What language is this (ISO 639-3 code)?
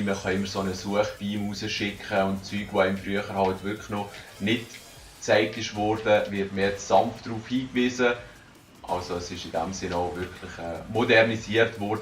gsw